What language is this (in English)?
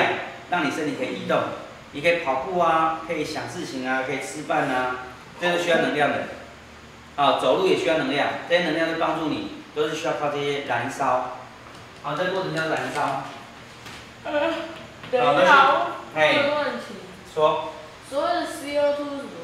Chinese